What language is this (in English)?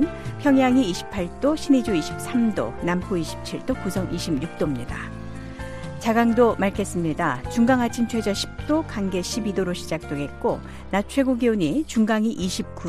Korean